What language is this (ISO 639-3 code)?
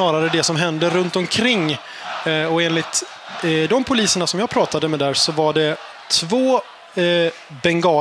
swe